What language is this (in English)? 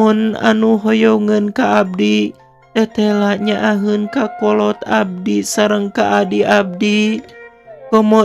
Sundanese